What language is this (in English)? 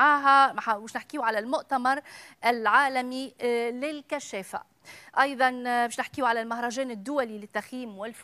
Tunisian Arabic